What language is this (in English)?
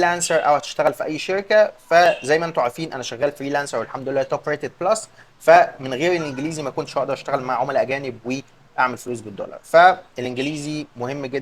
Egyptian Arabic